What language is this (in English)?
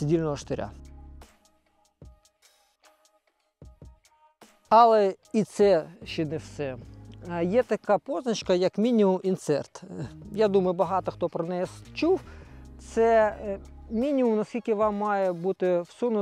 Ukrainian